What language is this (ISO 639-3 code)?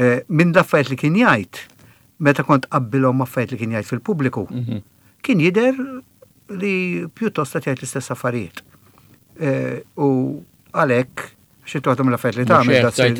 mlt